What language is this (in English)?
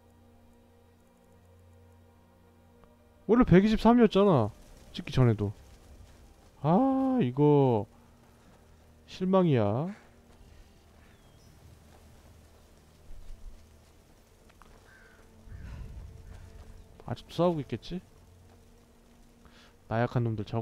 Korean